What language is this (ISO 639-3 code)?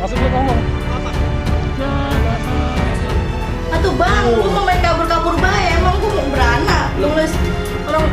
bew